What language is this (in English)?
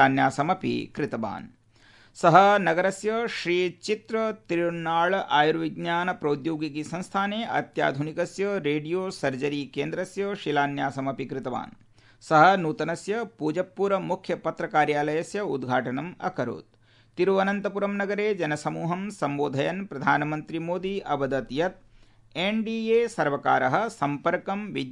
Sanskrit